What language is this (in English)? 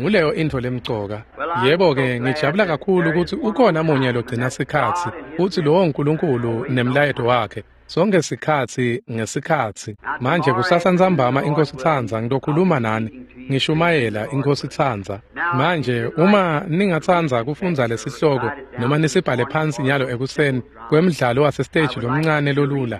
Swati